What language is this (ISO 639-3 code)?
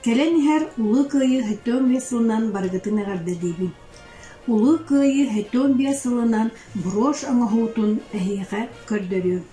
sah